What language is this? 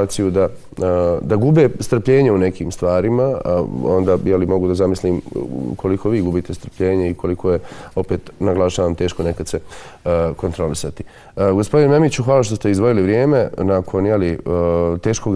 Bosnian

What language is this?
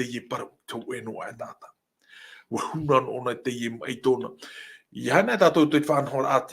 Tahitian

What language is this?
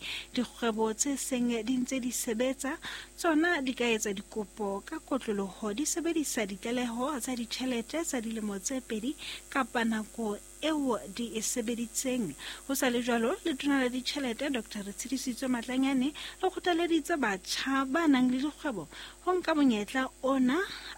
Southern Sotho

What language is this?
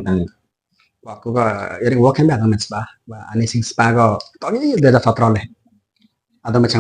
Limbu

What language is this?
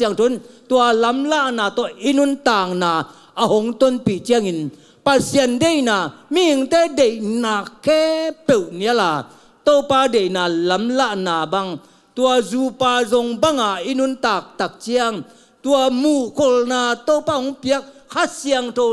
Tedim Chin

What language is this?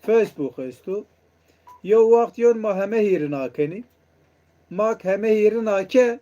Zaza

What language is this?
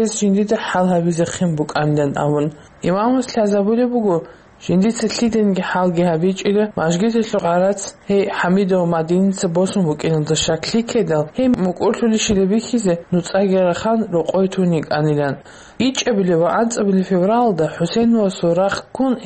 Avaric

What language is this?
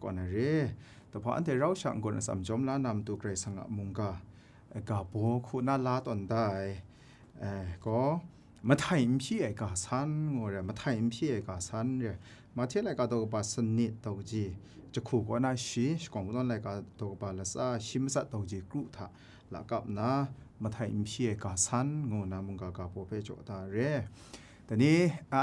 Kachin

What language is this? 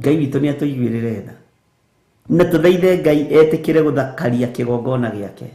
Kikuyu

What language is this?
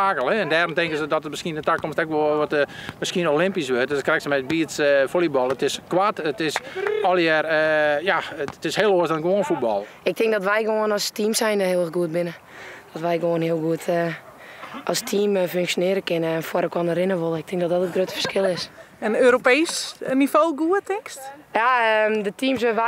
Western Frisian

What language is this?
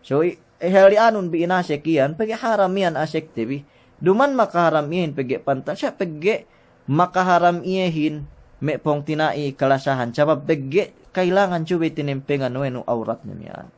Yakan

